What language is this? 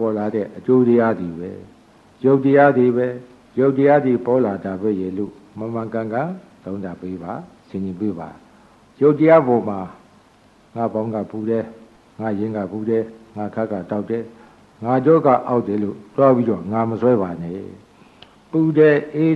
Burmese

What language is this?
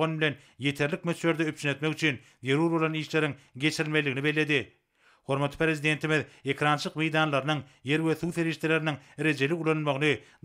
Turkmen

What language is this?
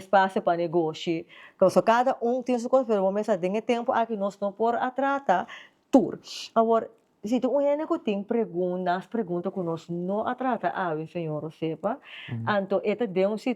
Papiamento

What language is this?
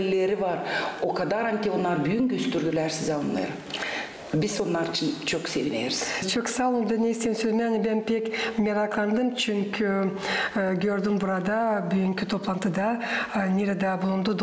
Gagauz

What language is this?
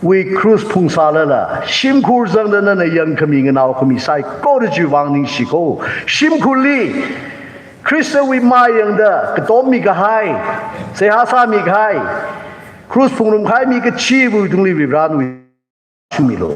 Tangkhul Naga (India)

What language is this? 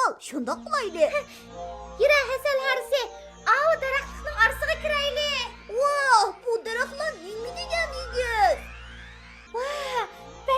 Uyghur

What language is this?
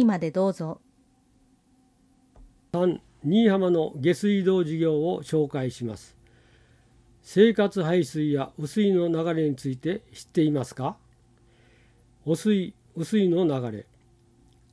Japanese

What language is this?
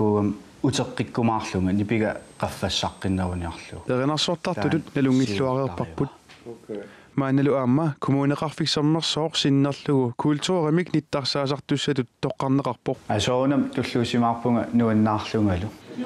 Kalaallisut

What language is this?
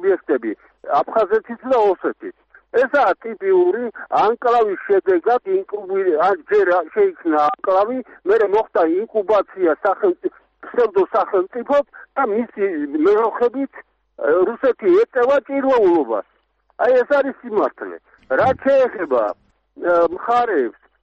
Georgian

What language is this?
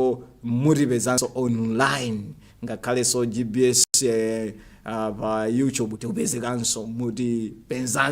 Nyanja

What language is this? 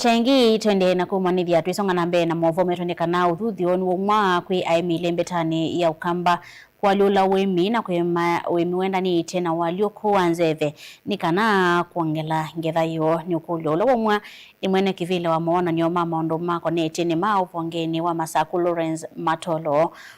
Kamba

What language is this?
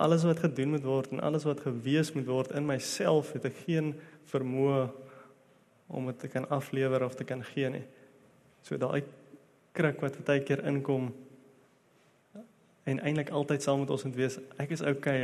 Afrikaans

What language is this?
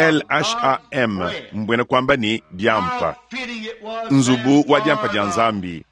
Luba-Lulua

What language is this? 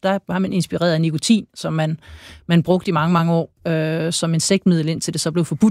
Danish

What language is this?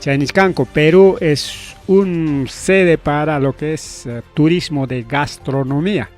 Ayacucho Quechua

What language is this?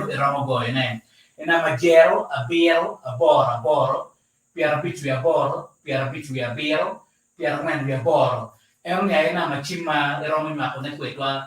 Acoli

